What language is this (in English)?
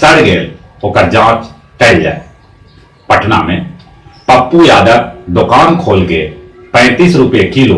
Magahi